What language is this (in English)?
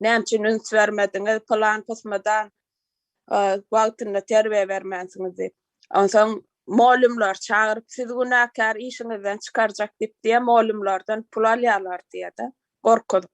Turkmen